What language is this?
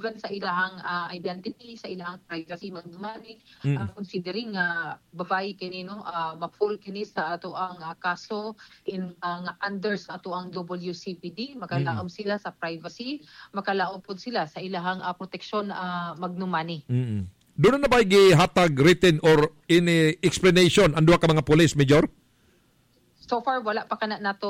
Cebuano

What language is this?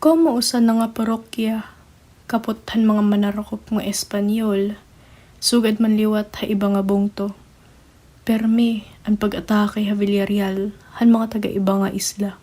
Waray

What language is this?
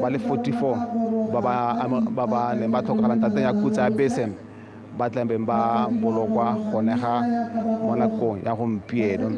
Tswana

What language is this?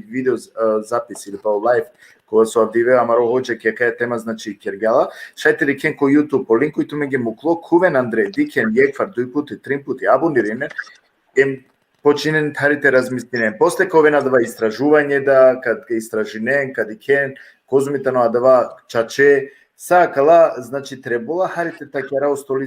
Balkan Romani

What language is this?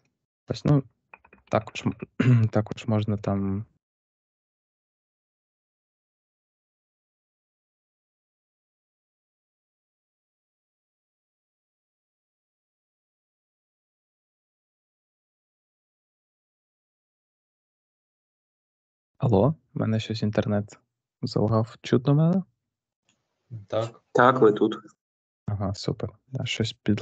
Ukrainian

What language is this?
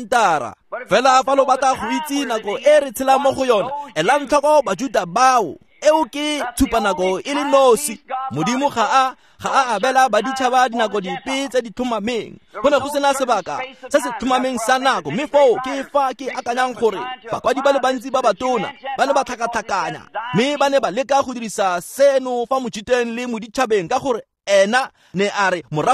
Tswana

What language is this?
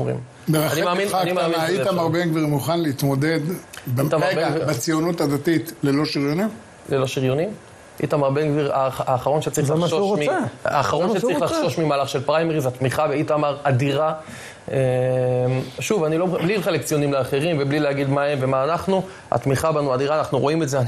Hebrew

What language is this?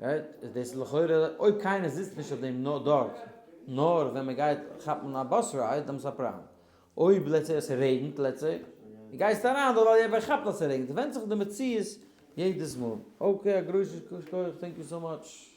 Yiddish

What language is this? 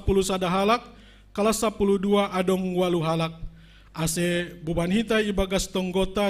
Batak Simalungun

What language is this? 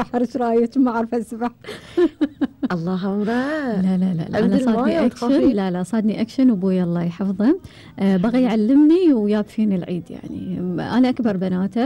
Gulf Arabic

